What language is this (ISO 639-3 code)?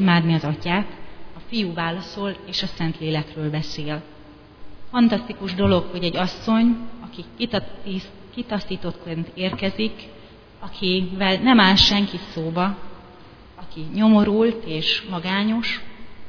hun